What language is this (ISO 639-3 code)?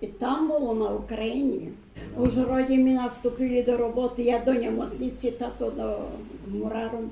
rue